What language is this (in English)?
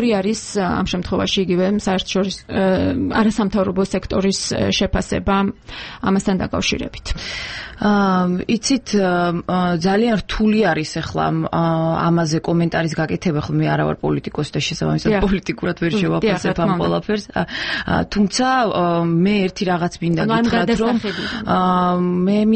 Georgian